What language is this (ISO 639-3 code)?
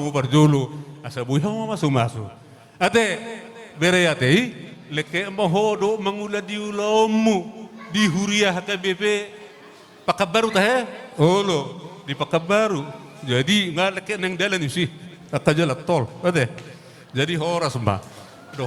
bbc